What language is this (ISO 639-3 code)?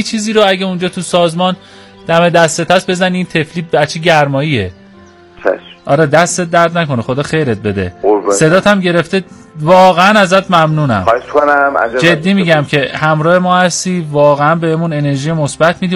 fas